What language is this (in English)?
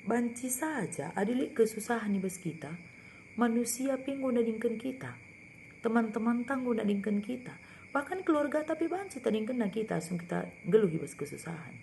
Batak Karo